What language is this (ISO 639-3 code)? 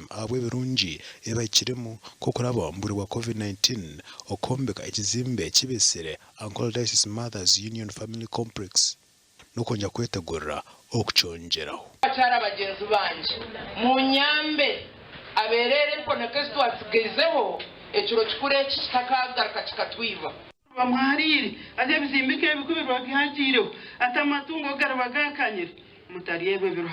nyn